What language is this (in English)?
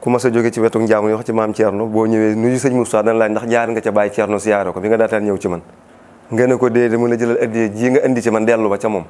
Wolof